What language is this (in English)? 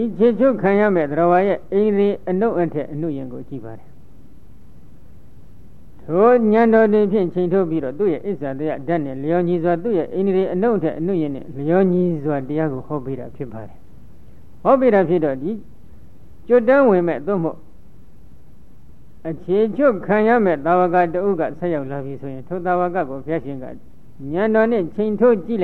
Burmese